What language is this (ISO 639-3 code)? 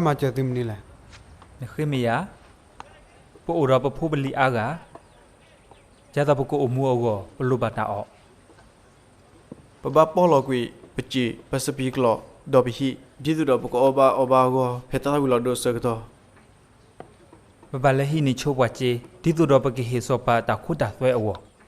ksw